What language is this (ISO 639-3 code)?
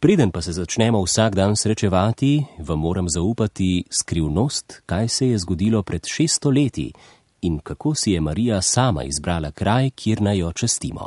slv